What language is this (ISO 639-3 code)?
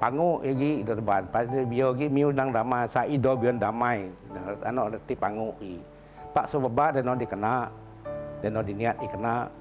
bth